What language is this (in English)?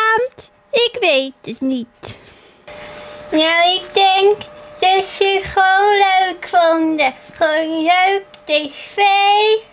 Dutch